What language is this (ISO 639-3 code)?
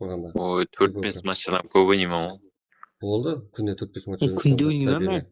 kaa